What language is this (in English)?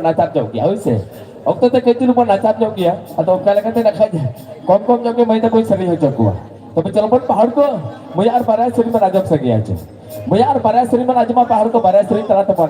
Santali